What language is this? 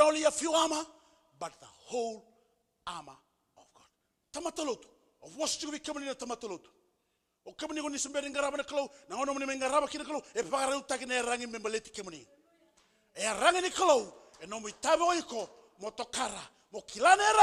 Fijian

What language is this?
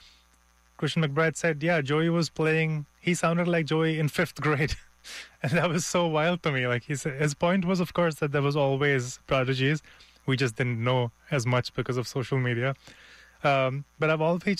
English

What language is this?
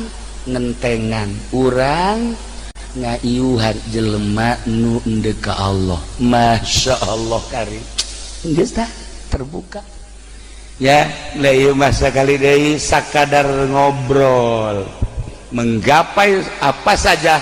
Sundanese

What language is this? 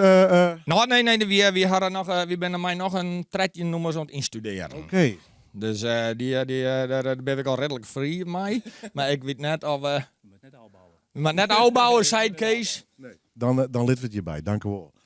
Western Frisian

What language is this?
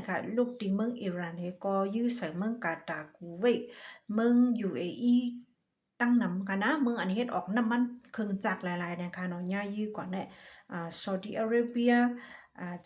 Shan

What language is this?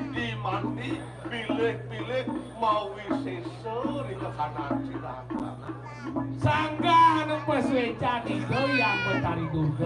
Balinese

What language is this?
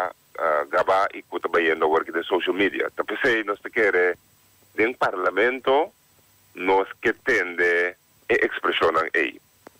Papiamento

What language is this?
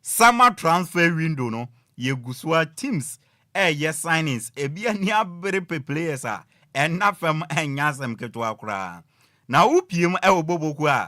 Akan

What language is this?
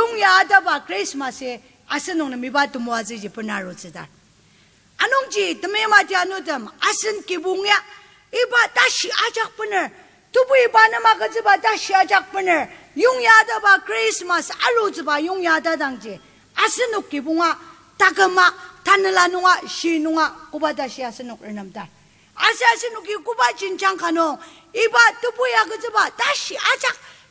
Ao Naga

